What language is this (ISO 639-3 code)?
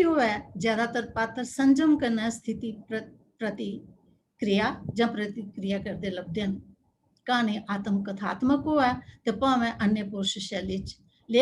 doi